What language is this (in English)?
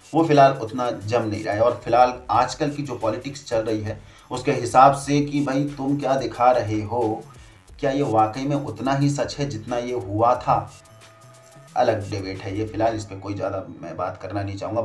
Hindi